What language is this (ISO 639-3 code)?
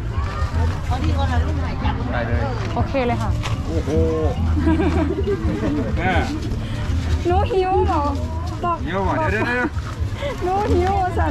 tha